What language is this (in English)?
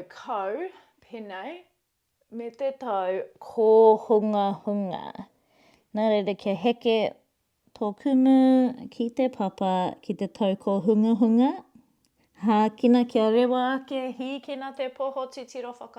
Māori